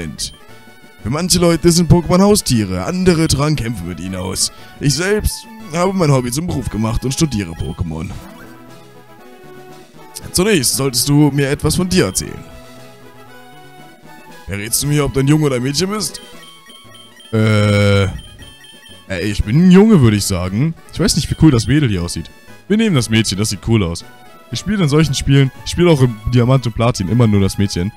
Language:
German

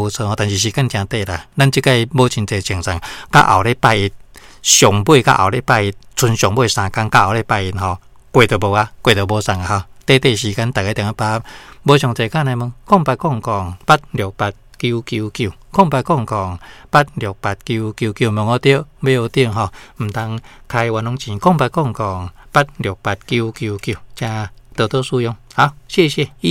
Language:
Min Nan Chinese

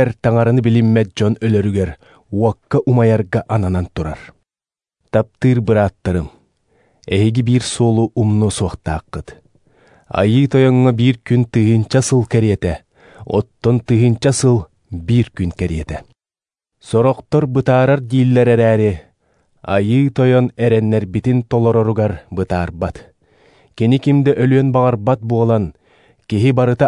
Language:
Yakut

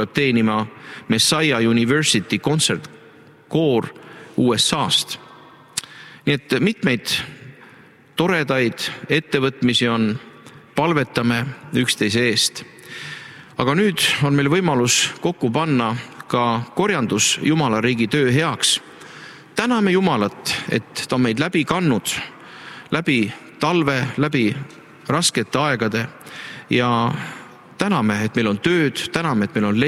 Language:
Estonian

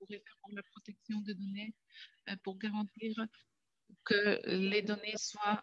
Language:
French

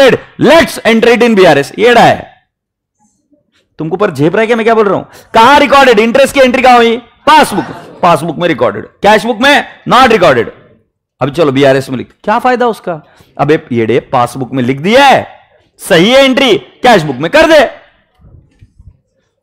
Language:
Hindi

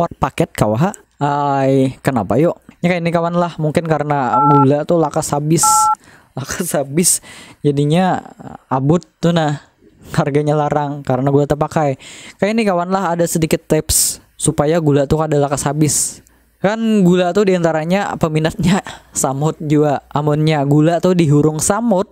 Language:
Banjar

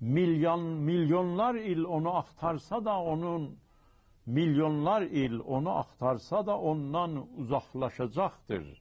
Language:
South Azerbaijani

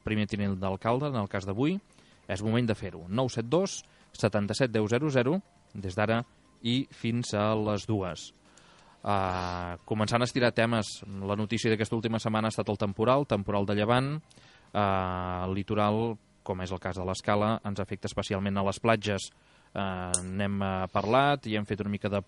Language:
Catalan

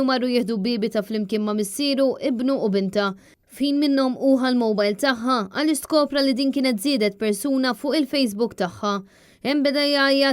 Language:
Maltese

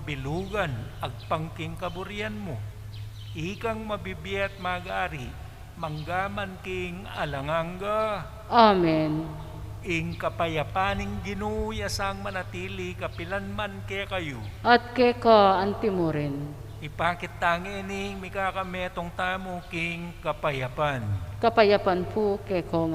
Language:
Pampanga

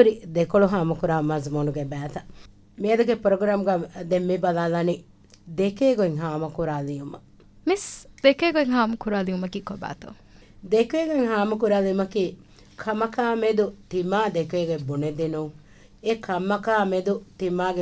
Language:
Divehi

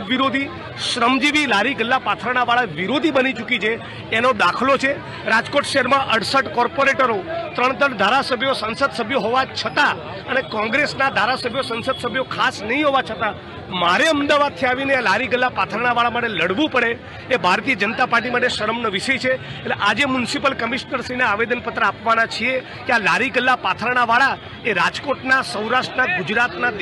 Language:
Gujarati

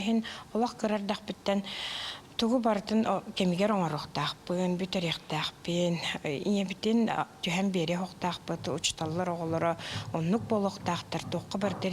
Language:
Yakut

